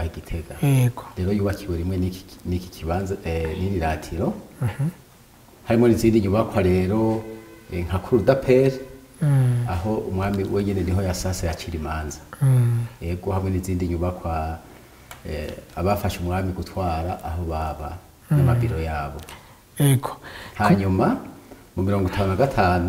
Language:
Rundi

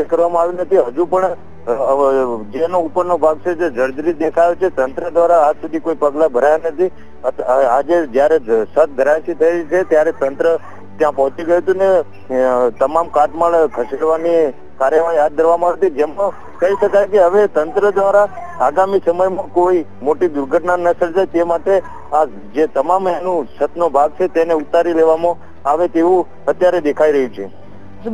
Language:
Gujarati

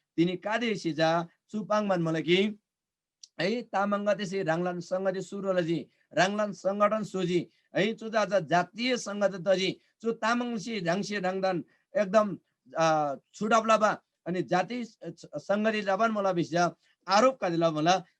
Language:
Eastern Tamang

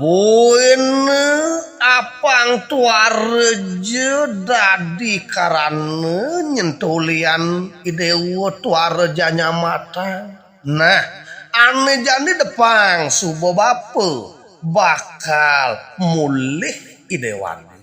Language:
Balinese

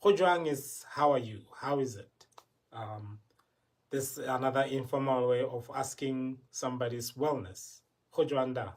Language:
Tswana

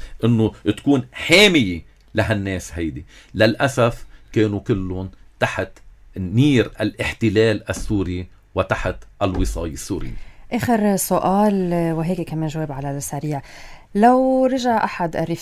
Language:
North Levantine Arabic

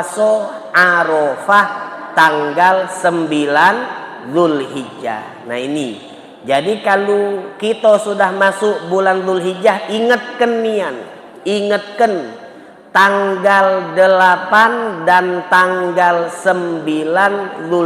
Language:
Musi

